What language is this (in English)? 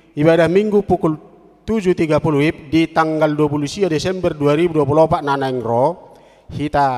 Batak Toba